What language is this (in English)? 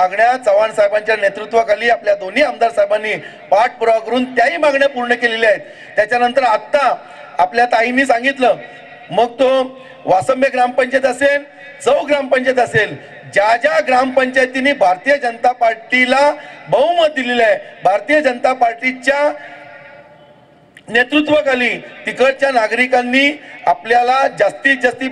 Marathi